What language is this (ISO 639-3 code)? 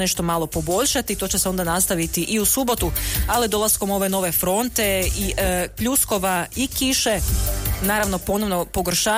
hrv